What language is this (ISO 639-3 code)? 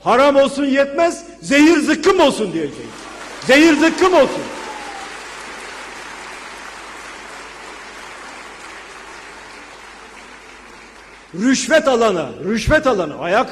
tur